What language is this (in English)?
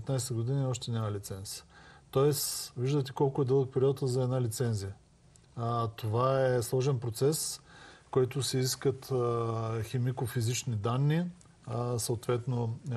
Bulgarian